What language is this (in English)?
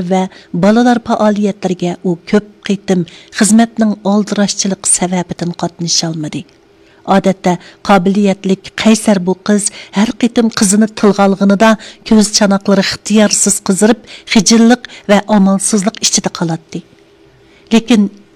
Uyghur